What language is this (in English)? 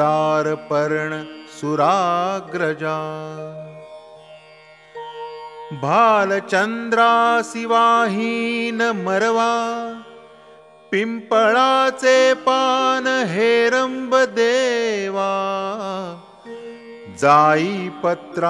Marathi